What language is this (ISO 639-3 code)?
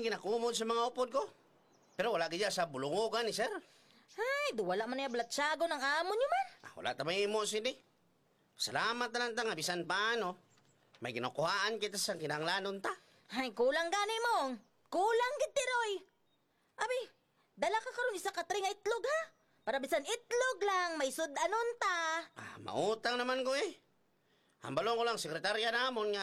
hil